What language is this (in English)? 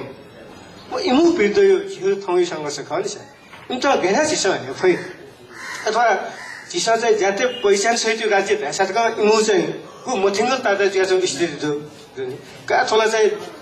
Newari